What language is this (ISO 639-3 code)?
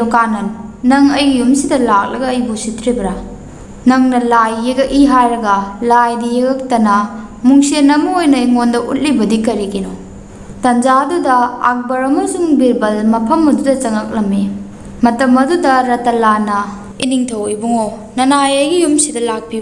mni